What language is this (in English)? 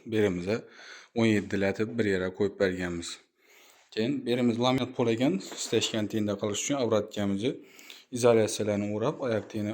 Uzbek